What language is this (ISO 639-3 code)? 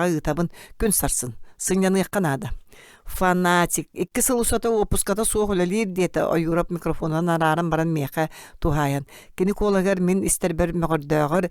sah